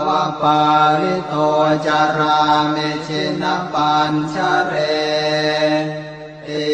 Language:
Pali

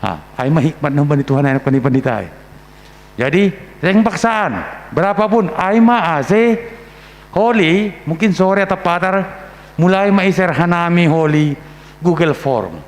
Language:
Batak Simalungun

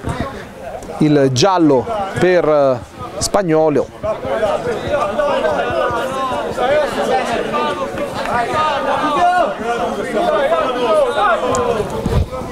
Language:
Italian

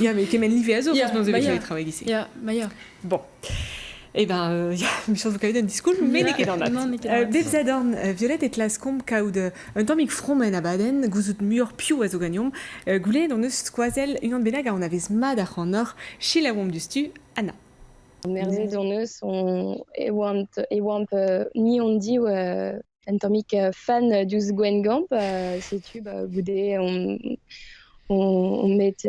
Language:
Breton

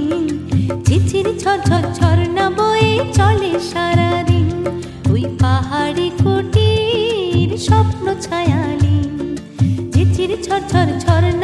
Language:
Bangla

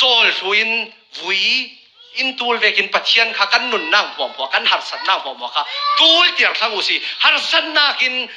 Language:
Falam Chin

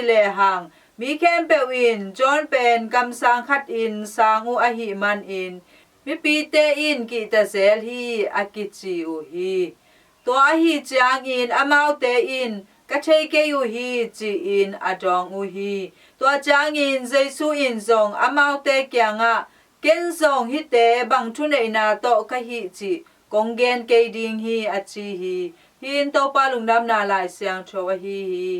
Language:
Tedim Chin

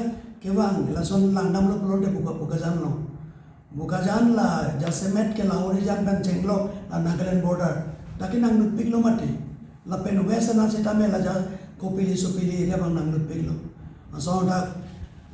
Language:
Karbi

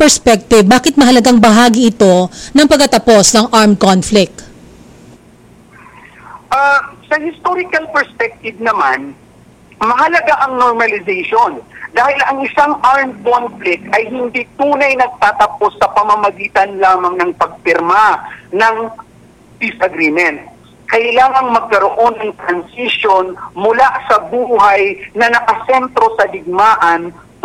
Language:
Filipino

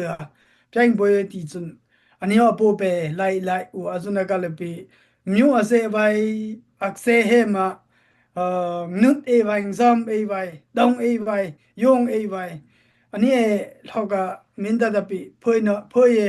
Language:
Dimasa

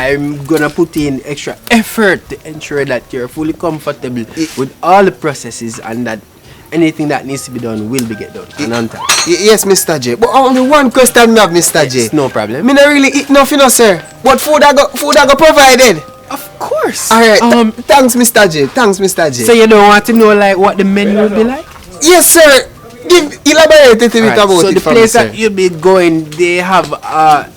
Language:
Jamaican Creole English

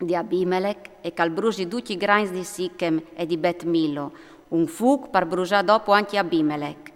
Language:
Friulian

